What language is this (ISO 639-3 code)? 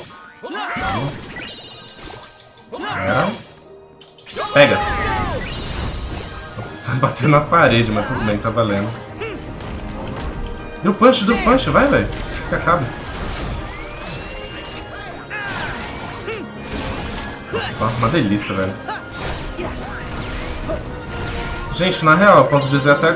por